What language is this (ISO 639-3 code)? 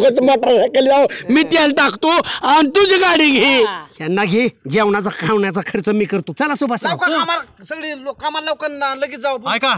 mar